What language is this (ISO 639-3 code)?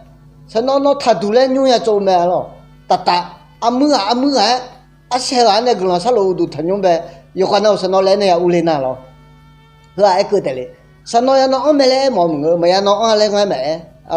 ahk